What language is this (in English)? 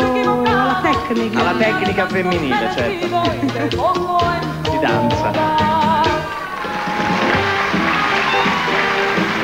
Italian